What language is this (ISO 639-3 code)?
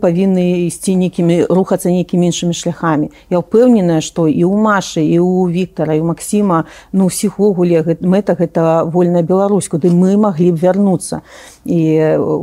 bel